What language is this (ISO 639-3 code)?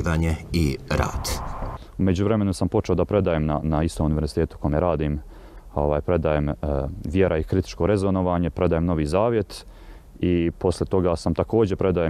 bos